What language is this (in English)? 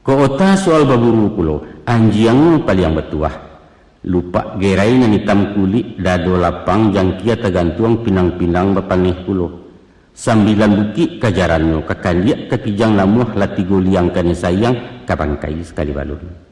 Minangkabau